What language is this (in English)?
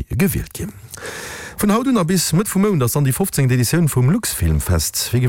Luxembourgish